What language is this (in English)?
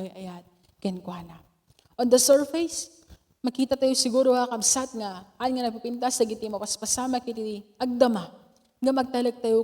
Iloko